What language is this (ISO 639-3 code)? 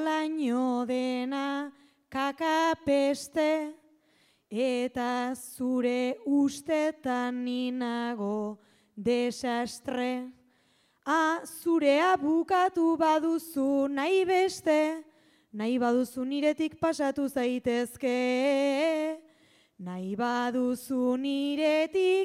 eus